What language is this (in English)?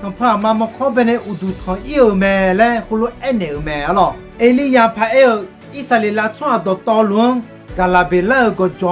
Akha